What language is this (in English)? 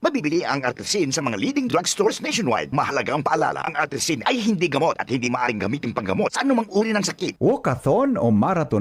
Bikol